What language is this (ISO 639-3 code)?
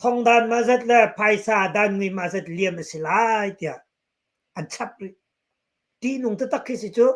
cnh